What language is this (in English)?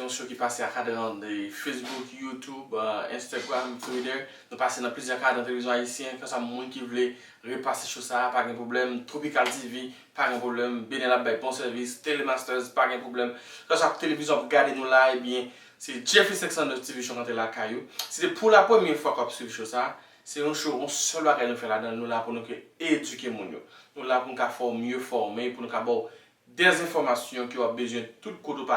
Haitian Creole